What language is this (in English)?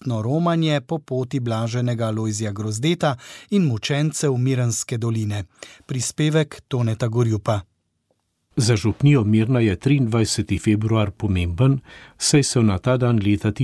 Slovenian